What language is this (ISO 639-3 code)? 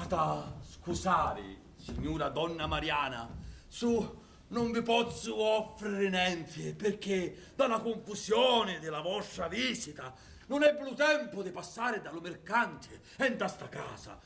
scn